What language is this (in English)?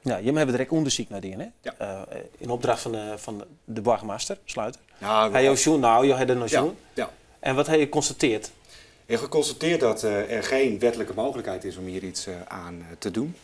Western Frisian